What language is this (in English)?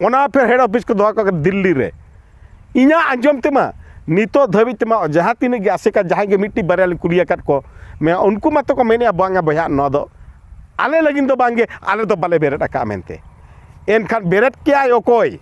Santali